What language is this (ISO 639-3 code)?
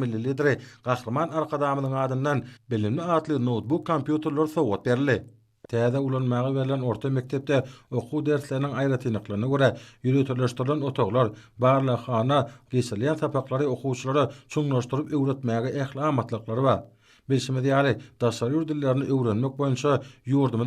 tuk